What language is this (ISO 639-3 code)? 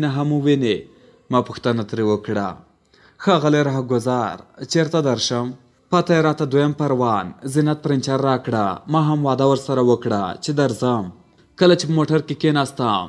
pus